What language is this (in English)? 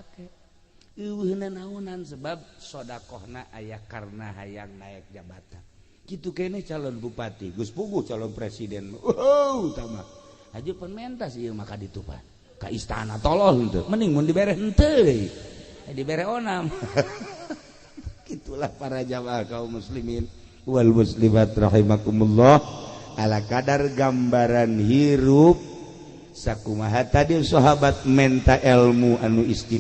Sundanese